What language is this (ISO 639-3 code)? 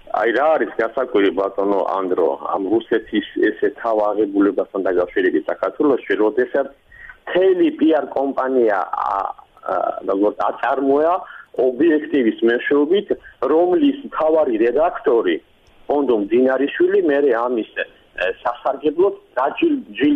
kat